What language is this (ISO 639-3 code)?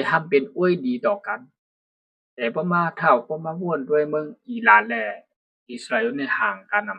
shn